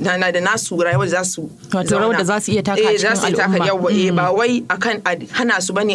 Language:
Hausa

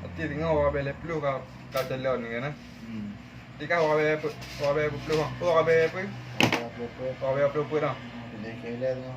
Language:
Achinese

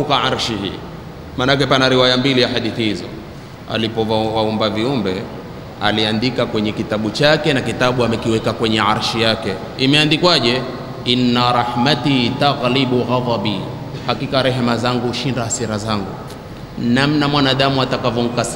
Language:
Swahili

